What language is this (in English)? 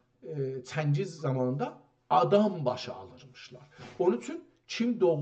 South Azerbaijani